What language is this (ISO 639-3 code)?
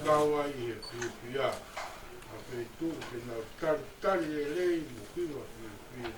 ton